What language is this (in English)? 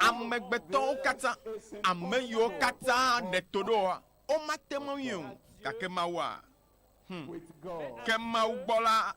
Ewe